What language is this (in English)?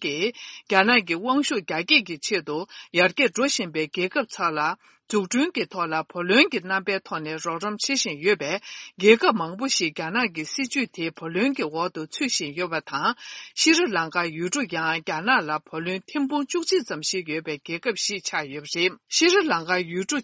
Tibetan